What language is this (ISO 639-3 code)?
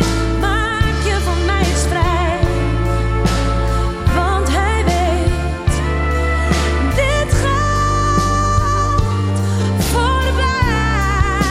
nld